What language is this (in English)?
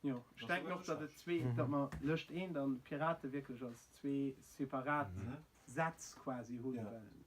Luxembourgish